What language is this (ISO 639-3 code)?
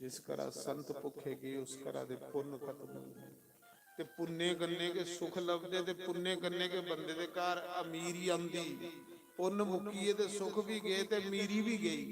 doi